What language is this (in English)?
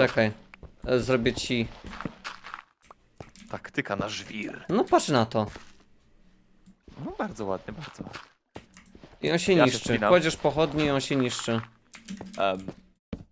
Polish